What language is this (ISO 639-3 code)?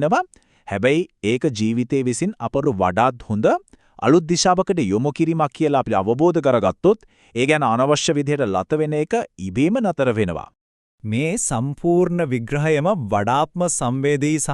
sin